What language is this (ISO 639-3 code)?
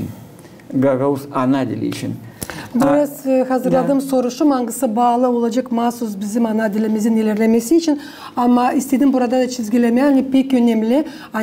gag